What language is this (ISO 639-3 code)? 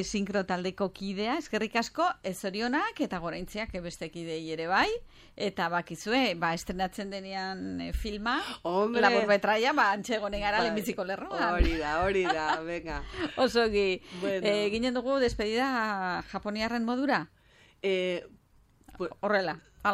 eus